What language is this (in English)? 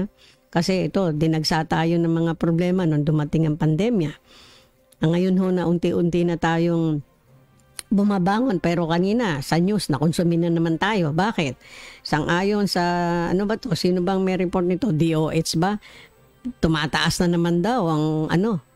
Filipino